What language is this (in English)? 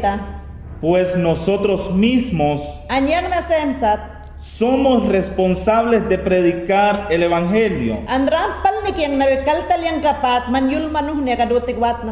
Mayangna